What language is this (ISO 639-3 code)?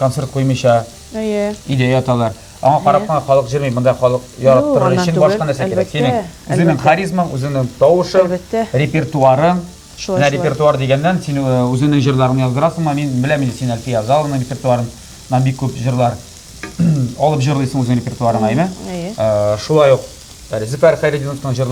tat